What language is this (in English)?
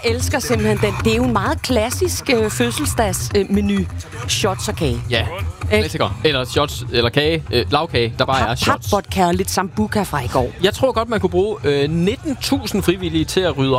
Danish